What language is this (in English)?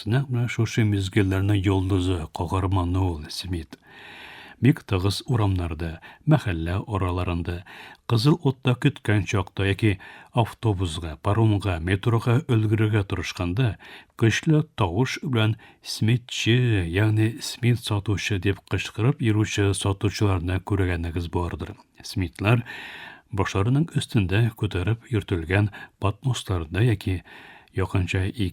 Tatar